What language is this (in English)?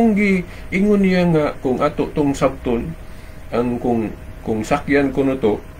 Cebuano